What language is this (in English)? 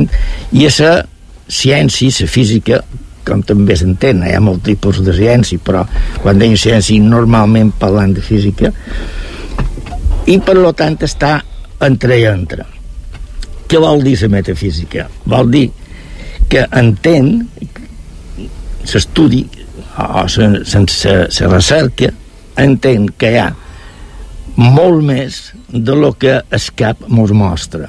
Catalan